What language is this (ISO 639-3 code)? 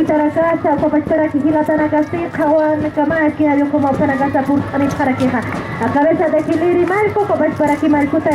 aym